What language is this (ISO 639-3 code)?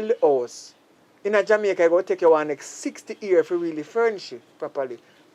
jam